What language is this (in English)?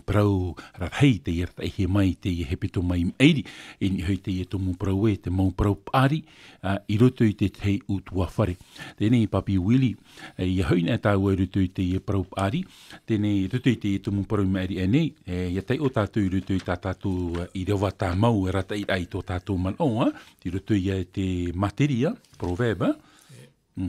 Tahitian